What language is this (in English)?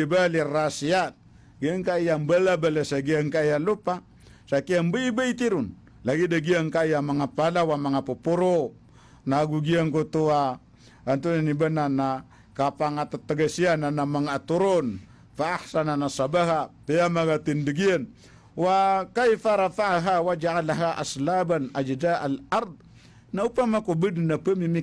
Maranao